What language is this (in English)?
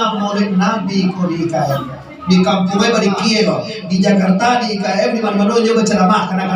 Minangkabau